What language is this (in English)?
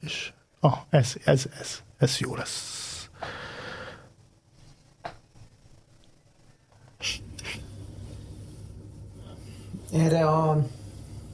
Hungarian